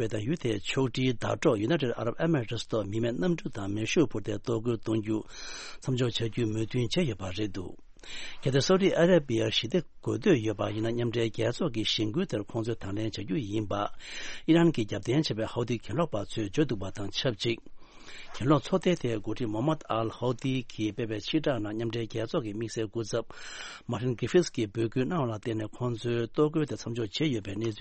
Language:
Tibetan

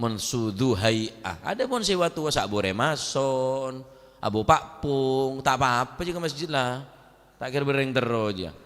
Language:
Madurese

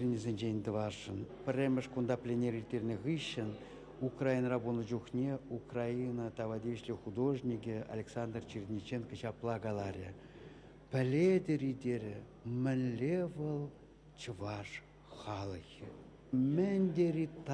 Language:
Chuvash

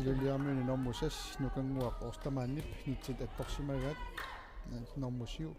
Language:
Kalaallisut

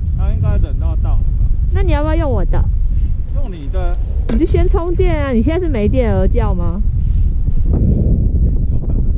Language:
Chinese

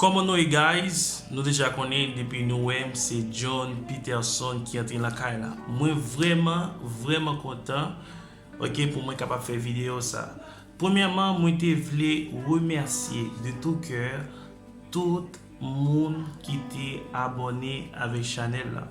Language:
Haitian Creole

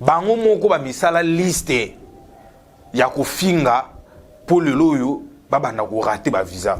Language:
Lingala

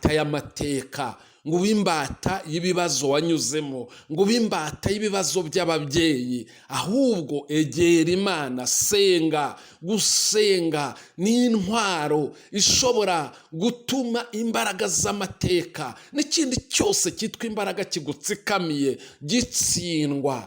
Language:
Kinyarwanda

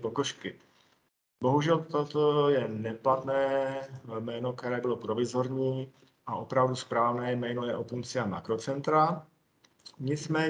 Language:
Czech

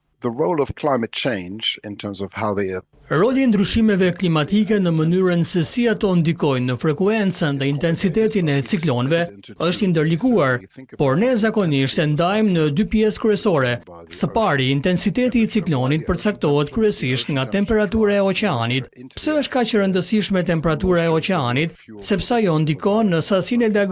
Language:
Albanian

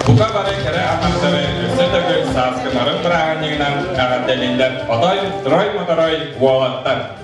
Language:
Yakut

